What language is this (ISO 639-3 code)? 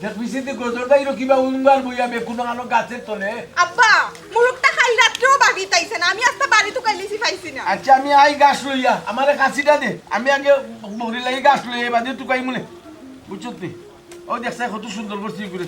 syl